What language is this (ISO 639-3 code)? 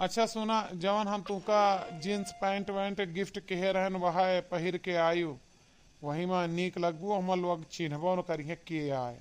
awa